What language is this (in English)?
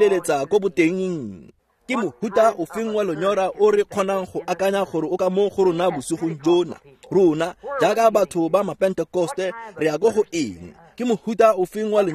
Tswana